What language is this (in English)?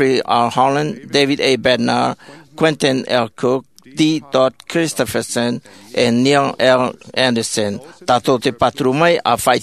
Tahitian